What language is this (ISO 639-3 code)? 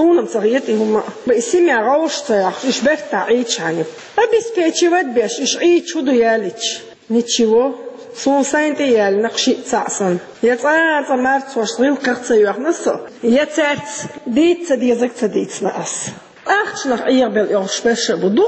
che